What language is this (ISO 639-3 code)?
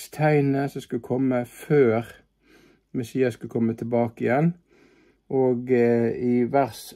nor